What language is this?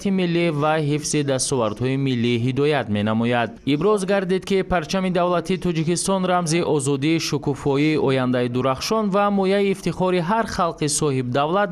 Tajik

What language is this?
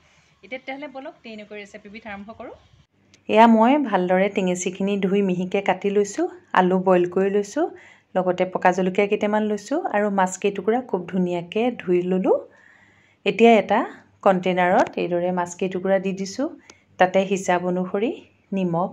Assamese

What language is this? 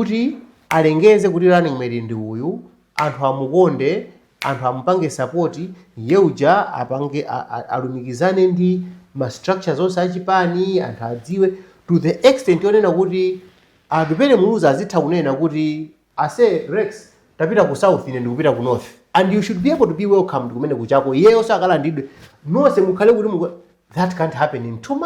Nyanja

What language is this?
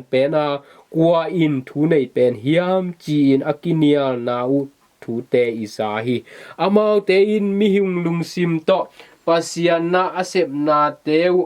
Tedim Chin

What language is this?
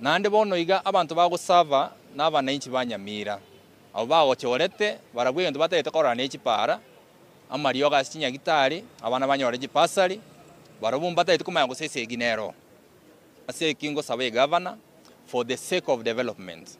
Gusii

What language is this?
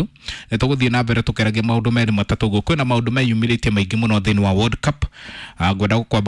Kikuyu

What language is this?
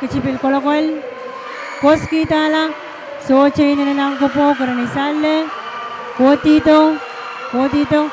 Pohnpeian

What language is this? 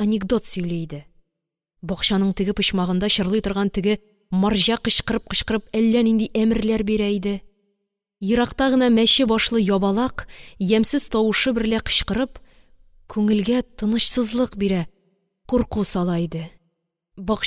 Tatar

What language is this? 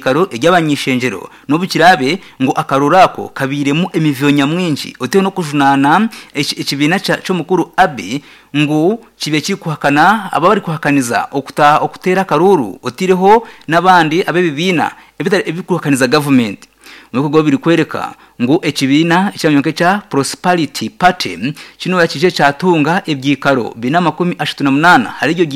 Nyankole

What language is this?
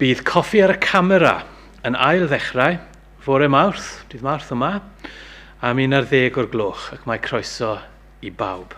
Welsh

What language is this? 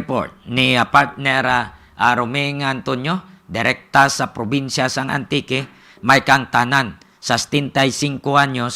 Hiligaynon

